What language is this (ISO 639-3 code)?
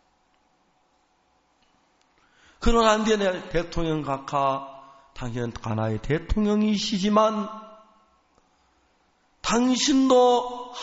kor